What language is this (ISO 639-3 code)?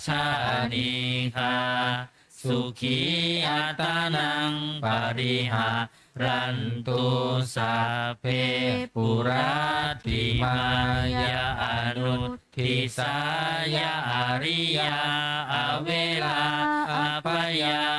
pli